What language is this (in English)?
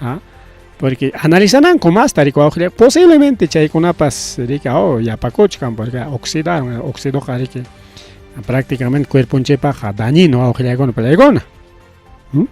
Ayacucho Quechua